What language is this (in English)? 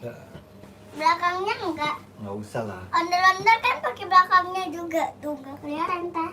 Betawi